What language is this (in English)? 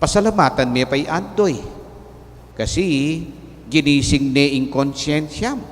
Pampanga